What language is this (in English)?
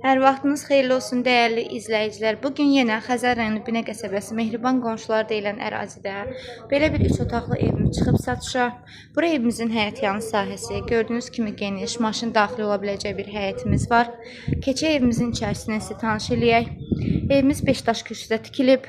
Azerbaijani